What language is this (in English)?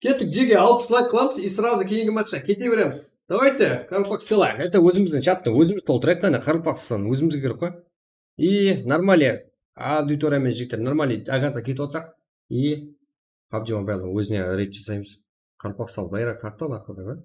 Kara-Kalpak